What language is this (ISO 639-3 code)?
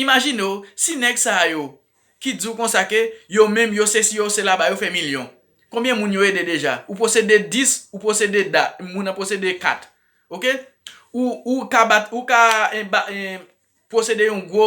hat